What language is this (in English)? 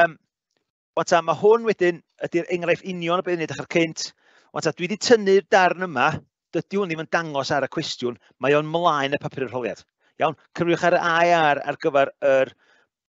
Welsh